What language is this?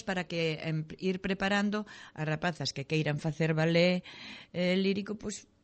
Galician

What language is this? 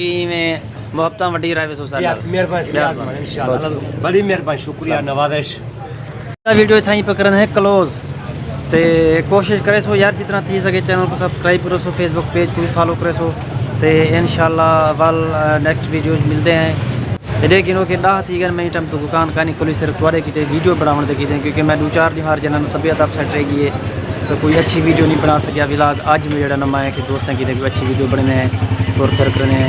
Saraiki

